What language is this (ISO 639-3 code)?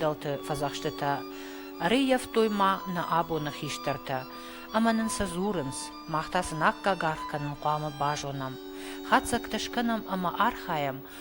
oss